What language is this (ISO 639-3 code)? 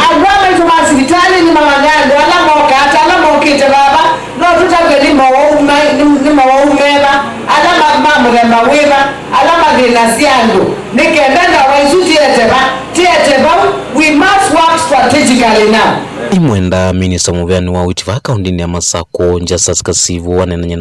kam